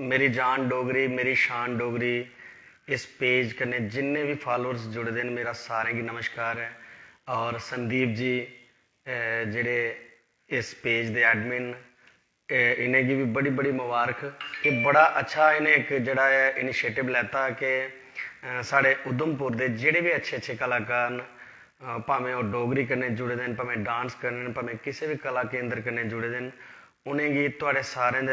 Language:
Dogri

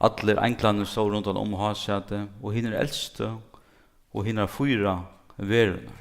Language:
Faroese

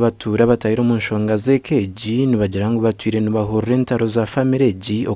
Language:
Nyankole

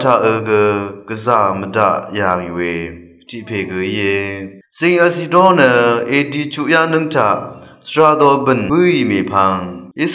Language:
Rawang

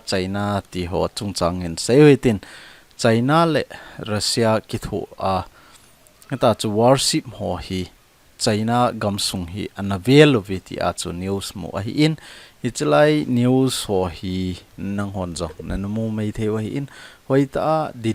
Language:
Thado Chin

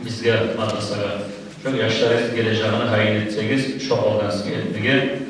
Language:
Kumyk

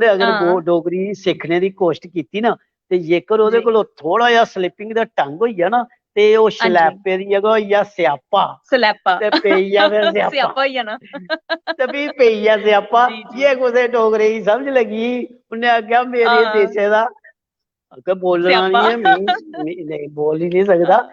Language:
Dogri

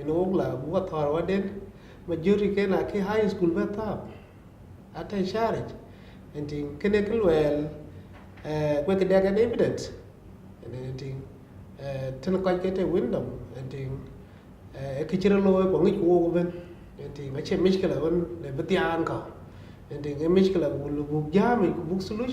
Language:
Dinka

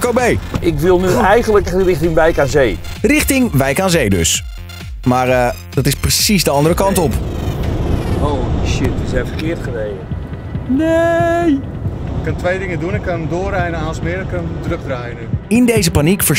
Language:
Dutch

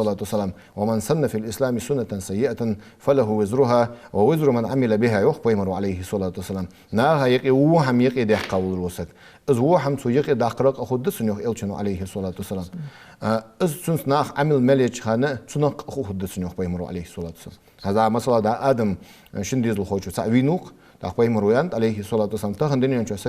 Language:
Ingush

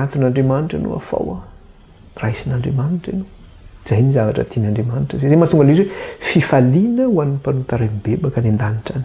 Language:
Malagasy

